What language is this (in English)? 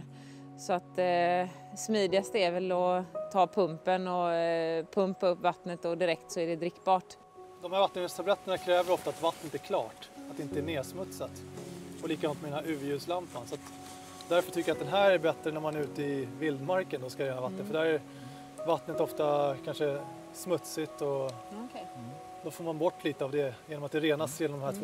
Swedish